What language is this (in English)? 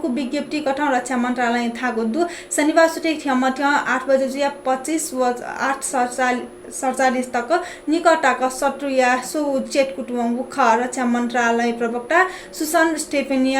Newari